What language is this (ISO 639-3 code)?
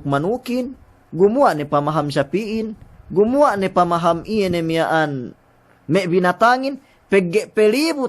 yka